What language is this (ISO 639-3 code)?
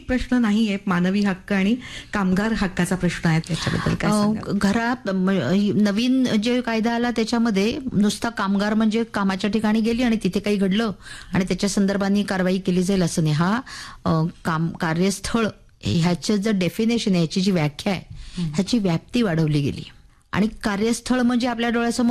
mar